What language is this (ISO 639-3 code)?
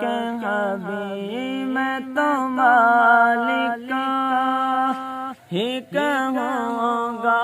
skr